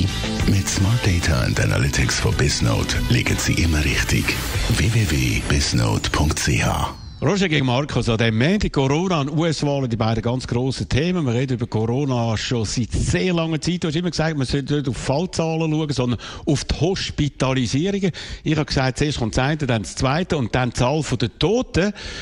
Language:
German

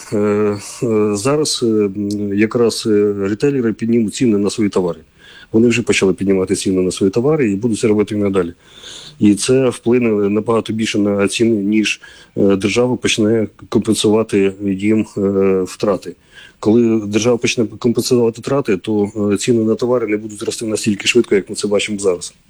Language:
Ukrainian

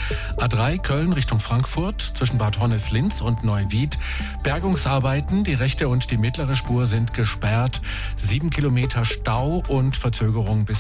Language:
German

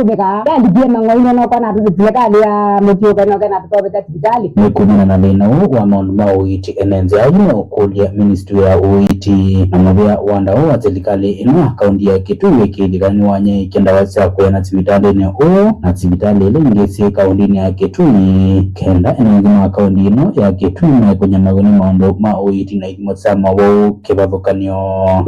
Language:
Kamba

